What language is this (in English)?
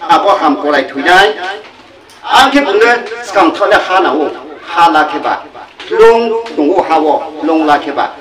Riang (India)